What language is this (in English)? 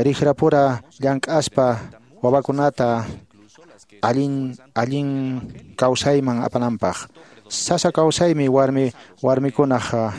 Quechua